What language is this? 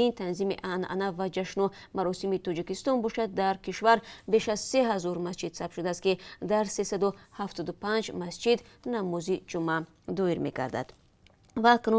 Tajik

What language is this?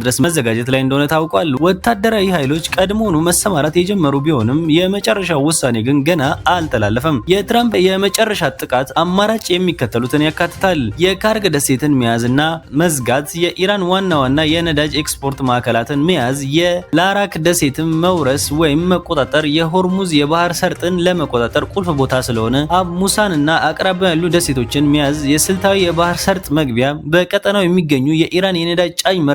Amharic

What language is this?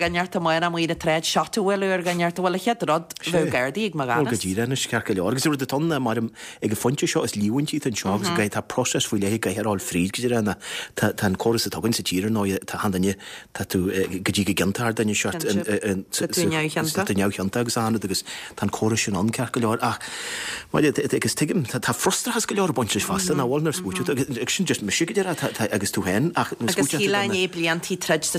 Irish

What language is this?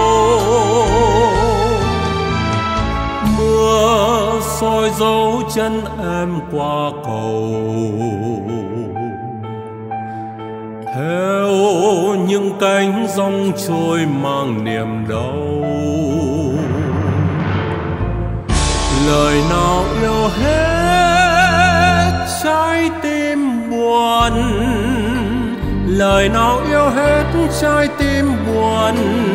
Vietnamese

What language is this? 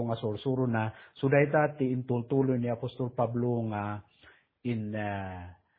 Iloko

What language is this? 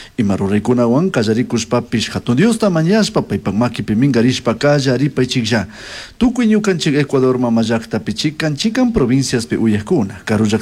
Chimborazo Highland Quichua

